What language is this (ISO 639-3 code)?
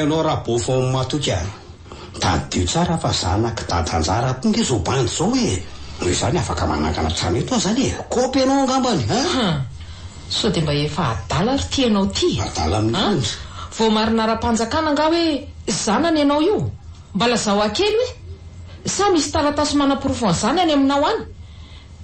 mlg